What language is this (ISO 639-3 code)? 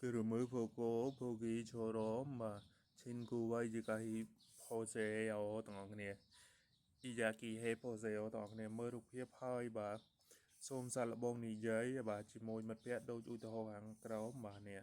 khm